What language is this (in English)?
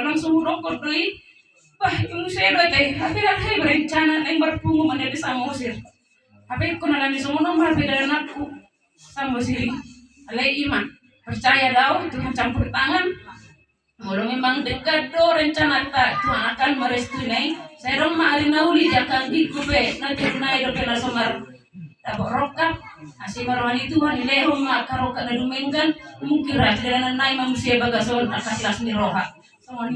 Batak Toba